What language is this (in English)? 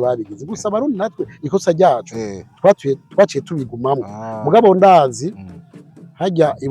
Rundi